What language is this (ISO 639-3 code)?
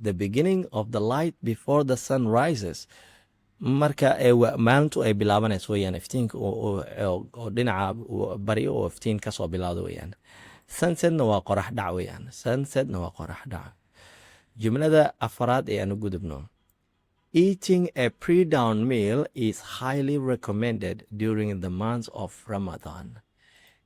som